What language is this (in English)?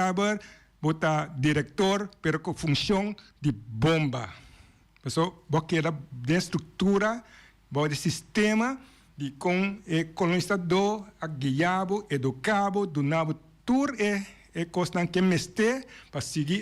Papiamento